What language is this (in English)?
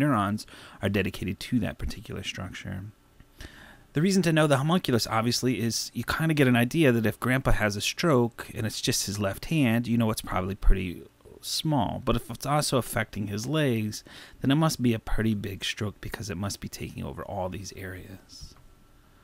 English